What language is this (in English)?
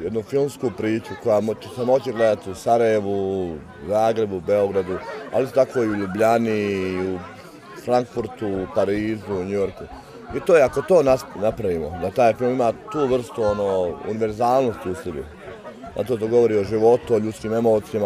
Bosnian